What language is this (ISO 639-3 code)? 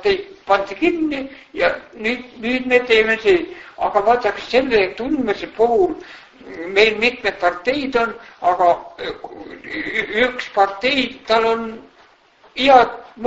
est